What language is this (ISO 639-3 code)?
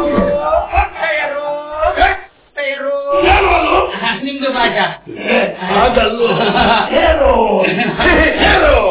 kan